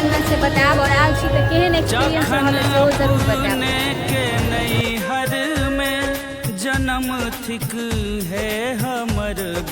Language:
Maithili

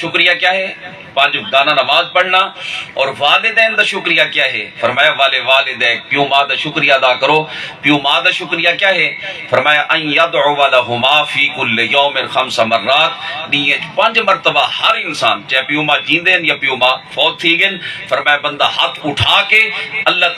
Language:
Saraiki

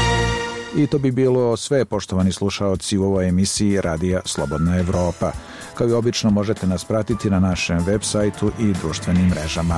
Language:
Bosnian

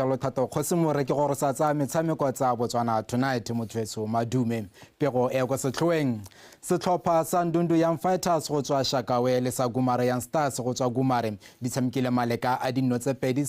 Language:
Tswana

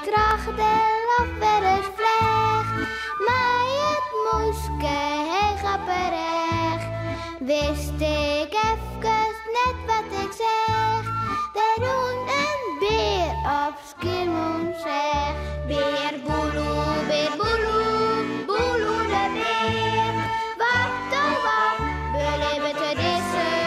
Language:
Western Frisian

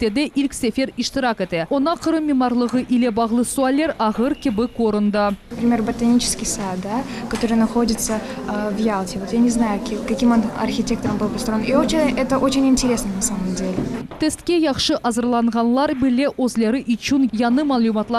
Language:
Crimean Tatar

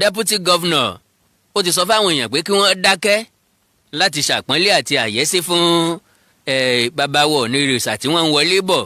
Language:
Yoruba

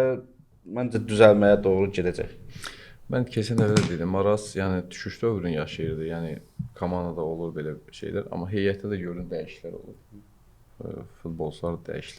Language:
Azerbaijani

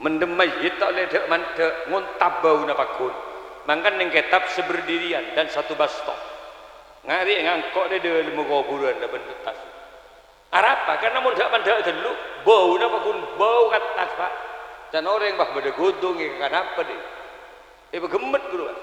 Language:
Madurese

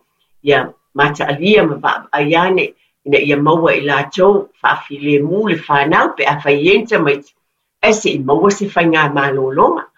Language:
Samoan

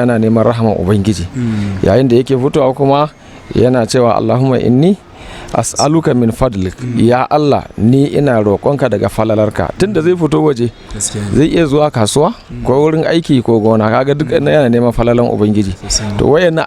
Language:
Hausa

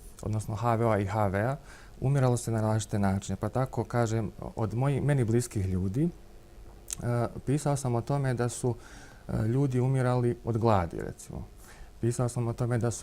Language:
Bosnian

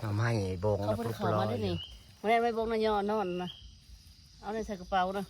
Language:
Northeastern Thai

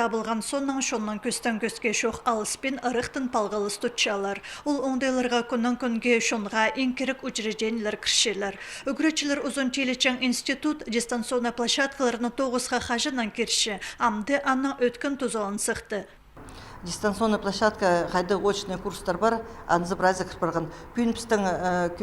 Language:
Khakas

